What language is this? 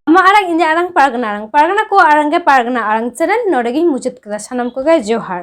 Santali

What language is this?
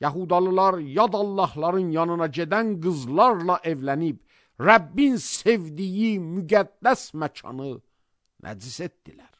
Azerbaijani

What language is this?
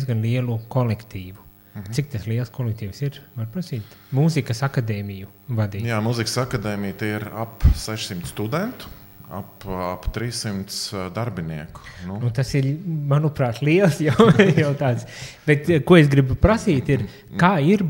Latvian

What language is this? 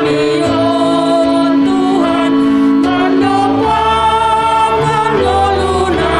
Batak Simalungun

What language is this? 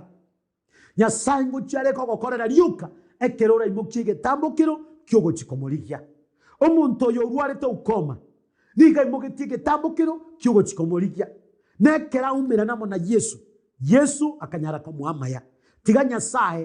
Gusii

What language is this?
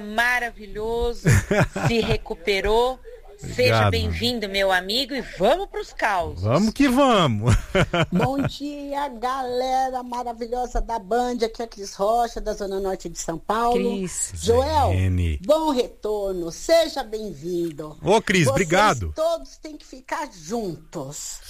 Portuguese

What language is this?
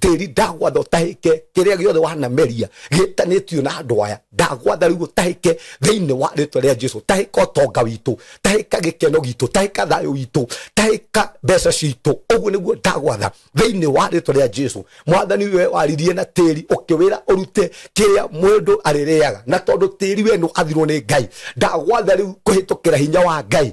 Kikuyu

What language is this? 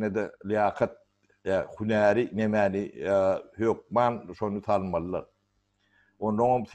Turkmen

